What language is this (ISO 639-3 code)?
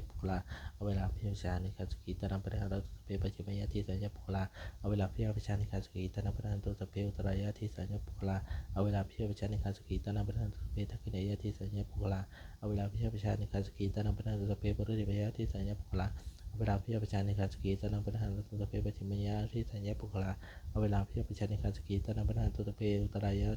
pli